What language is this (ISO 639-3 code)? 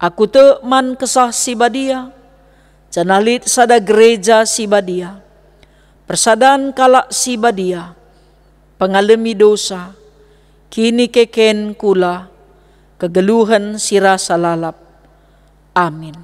btx